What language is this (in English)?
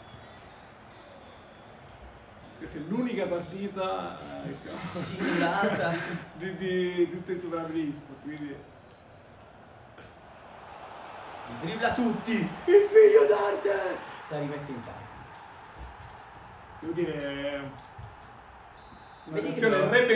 Italian